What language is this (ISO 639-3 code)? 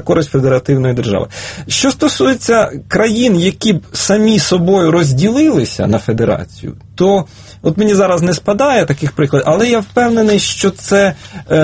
ukr